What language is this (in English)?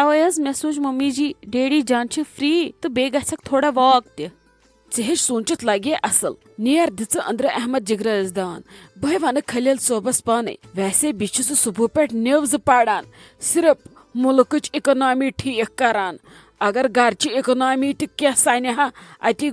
Kashmiri